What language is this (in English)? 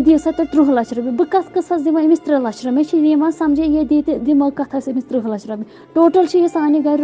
Kashmiri